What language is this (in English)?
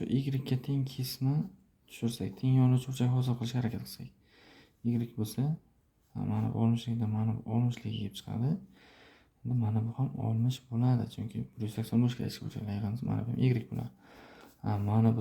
Uzbek